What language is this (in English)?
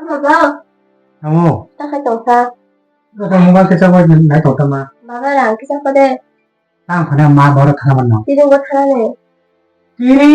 Kok Borok